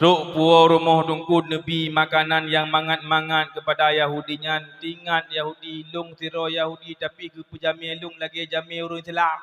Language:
Achinese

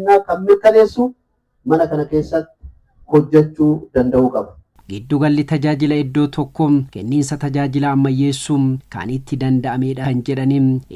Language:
Oromo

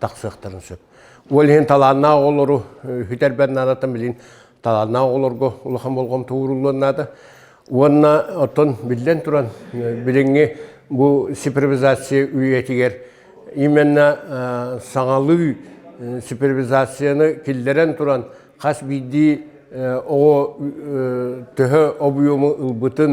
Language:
Yakut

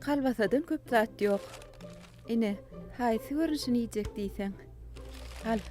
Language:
Turkmen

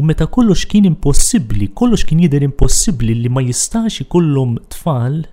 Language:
Maltese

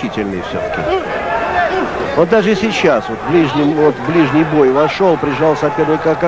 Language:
Russian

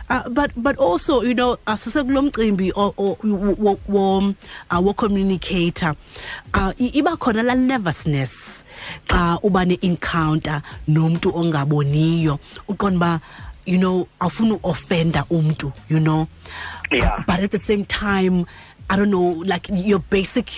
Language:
Xhosa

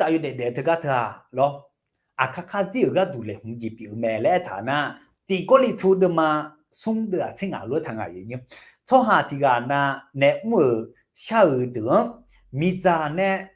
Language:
Akha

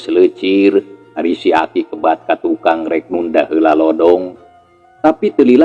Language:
Sundanese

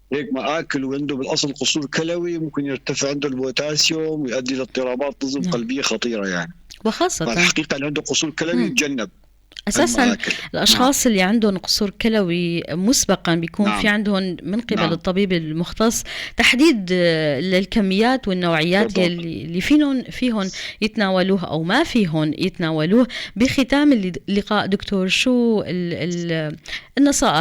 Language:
North Levantine Arabic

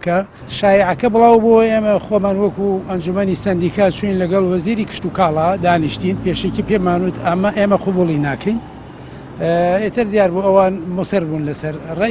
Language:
Central Kurdish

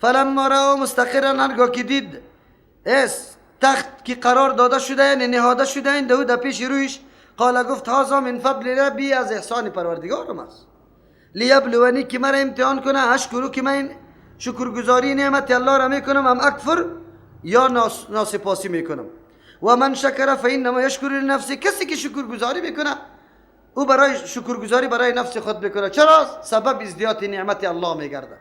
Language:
Persian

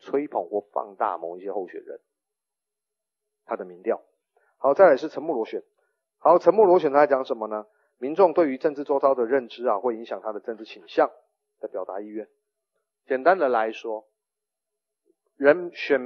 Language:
Chinese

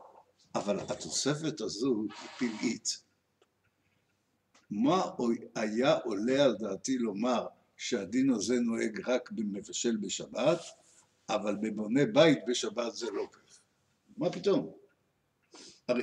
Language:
Hebrew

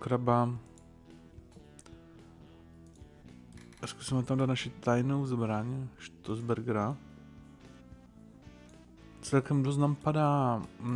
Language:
Czech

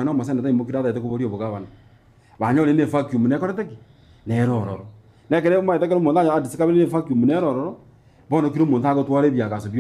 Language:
Gusii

